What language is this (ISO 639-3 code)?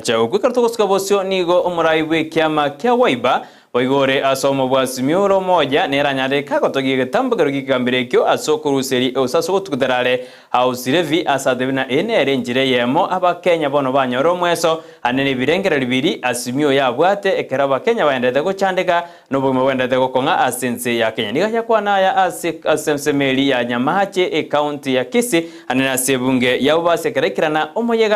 guz